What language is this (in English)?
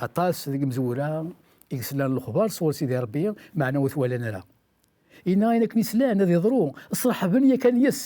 Kabyle